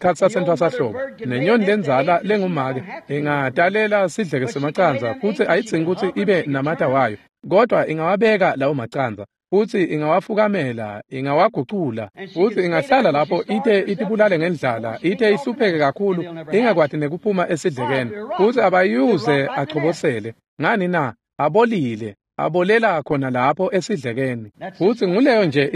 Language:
Swati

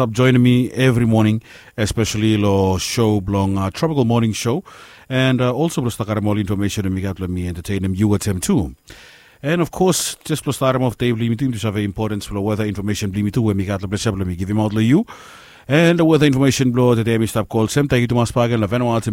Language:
Bislama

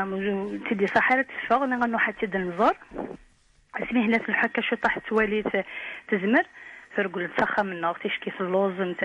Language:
Kabyle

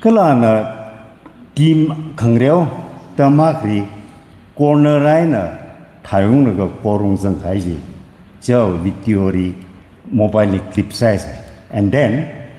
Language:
Tangkhul Naga (India)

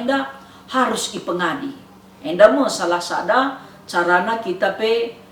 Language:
Batak Karo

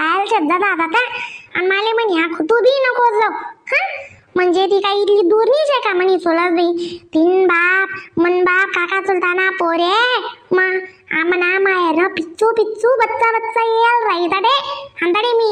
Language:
Khandesi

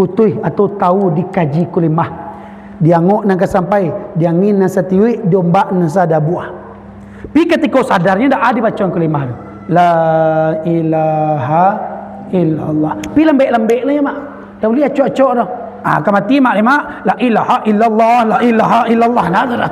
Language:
Minangkabau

